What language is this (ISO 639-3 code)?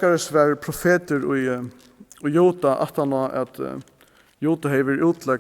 fao